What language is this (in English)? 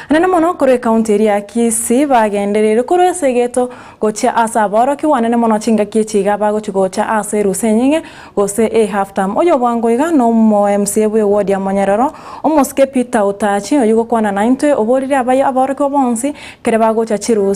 Gusii